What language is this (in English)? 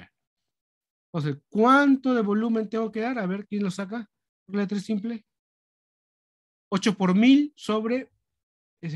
Spanish